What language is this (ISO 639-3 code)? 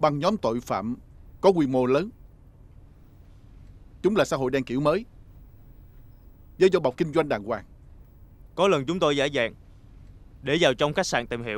vie